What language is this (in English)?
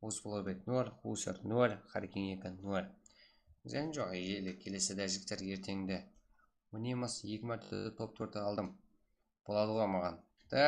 Kara-Kalpak